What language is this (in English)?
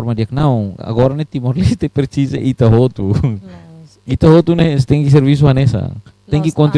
Tetum